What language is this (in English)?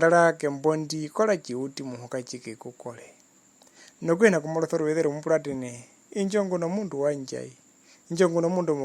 Herero